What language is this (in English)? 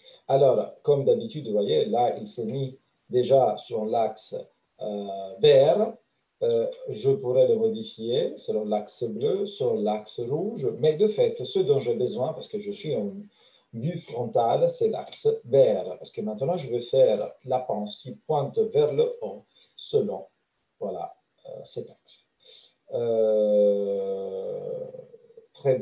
French